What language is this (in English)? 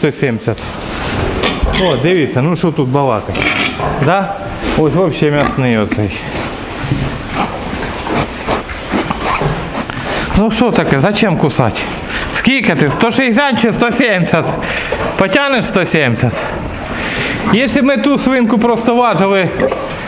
Ukrainian